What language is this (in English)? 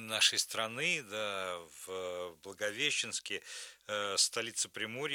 Russian